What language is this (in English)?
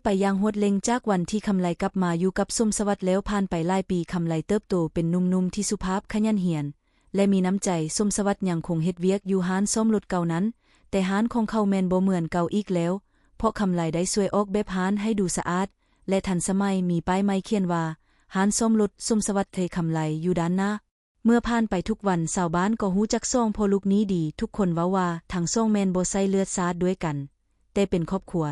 Lao